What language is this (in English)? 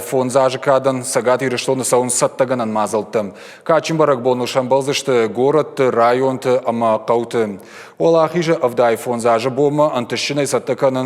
Ossetic